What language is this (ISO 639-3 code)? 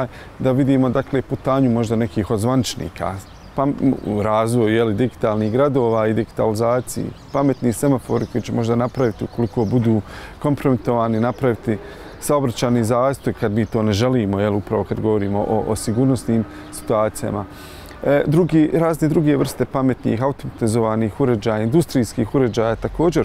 bos